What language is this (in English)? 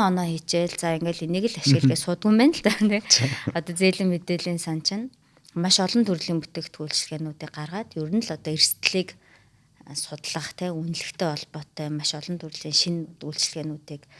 Mongolian